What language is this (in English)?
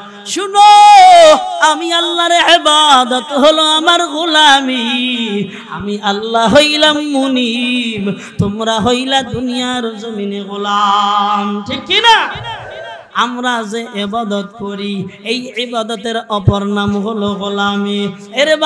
Bangla